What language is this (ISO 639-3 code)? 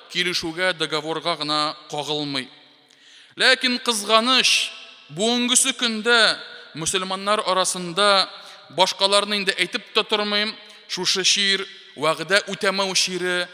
tat